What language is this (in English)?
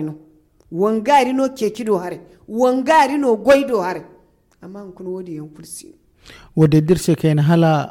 Zarma